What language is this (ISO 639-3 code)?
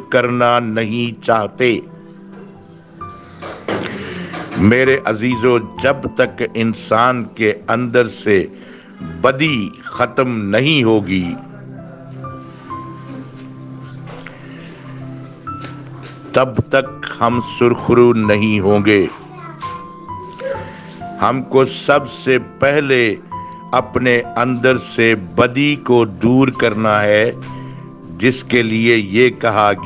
urd